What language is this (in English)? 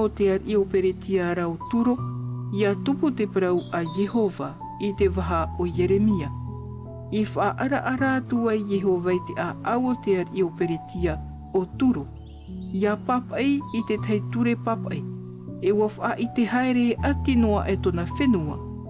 Tahitian